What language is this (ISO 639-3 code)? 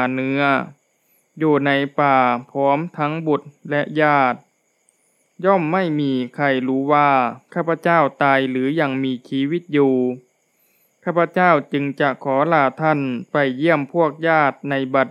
tha